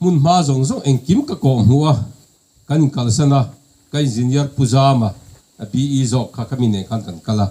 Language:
Mizo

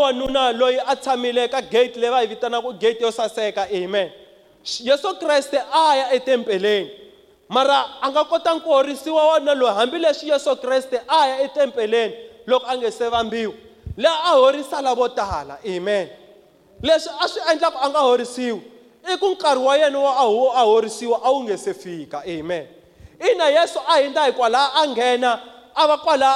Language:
Tsonga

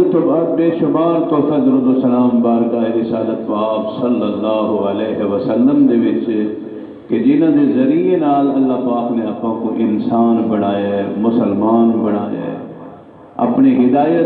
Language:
Saraiki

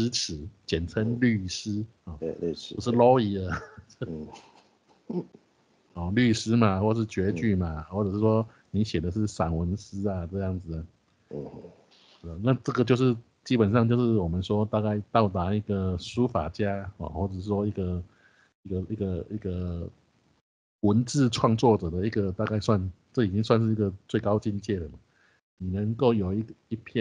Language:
Chinese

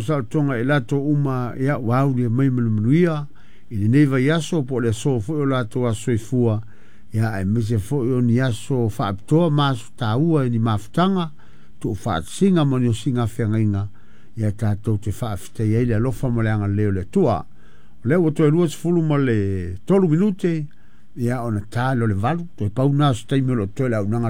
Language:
Samoan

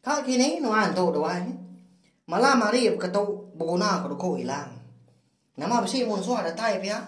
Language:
Iban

